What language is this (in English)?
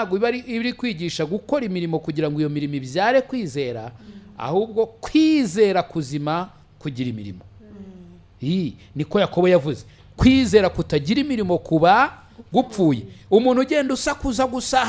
Kinyarwanda